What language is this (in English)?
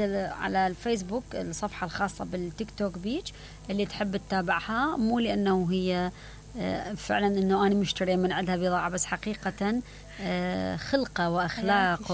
Mesopotamian Arabic